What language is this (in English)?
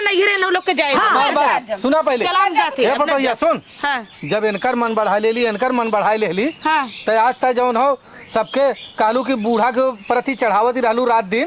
Awadhi